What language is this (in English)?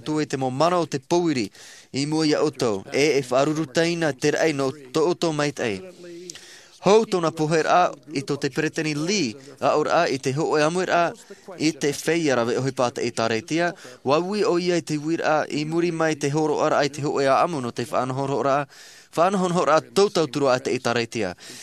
Tahitian